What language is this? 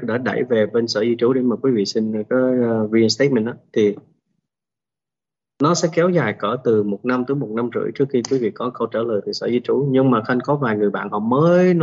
Vietnamese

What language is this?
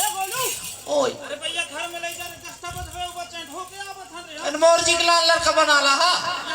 Chhattisgarhi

